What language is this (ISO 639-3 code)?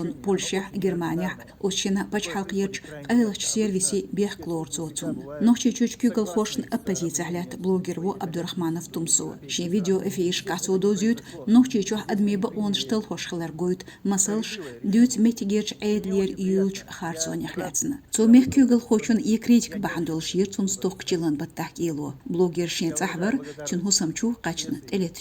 che